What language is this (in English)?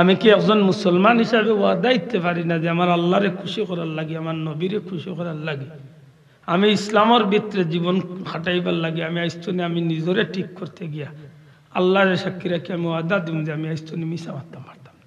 Sylheti